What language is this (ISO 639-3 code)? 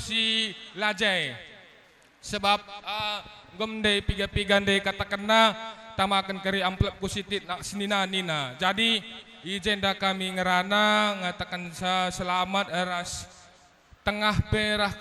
btx